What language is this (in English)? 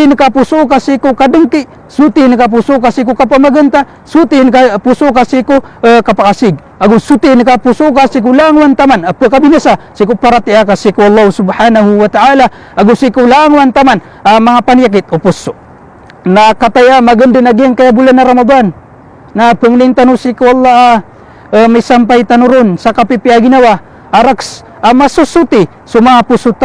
Maranao